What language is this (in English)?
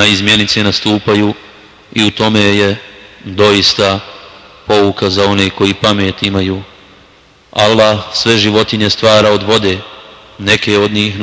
Bosnian